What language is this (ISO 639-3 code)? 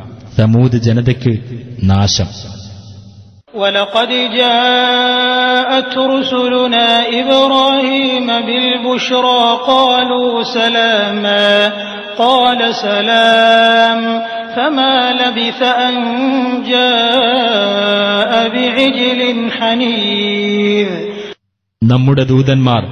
mal